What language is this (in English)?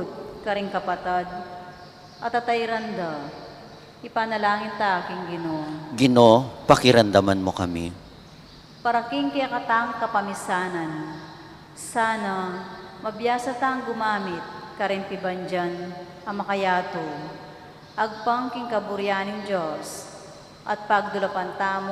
Pampanga